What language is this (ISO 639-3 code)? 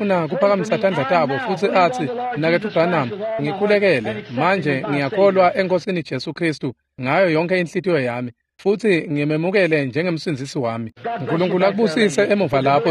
ssw